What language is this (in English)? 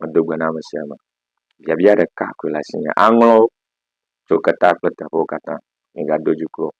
Ewe